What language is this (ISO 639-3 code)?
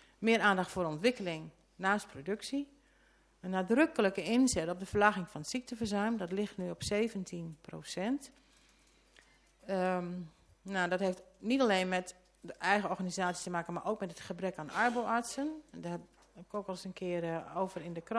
nld